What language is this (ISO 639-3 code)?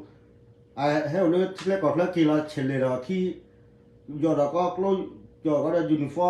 ksw